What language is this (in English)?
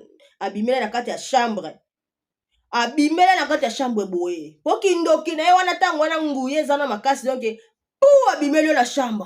Lingala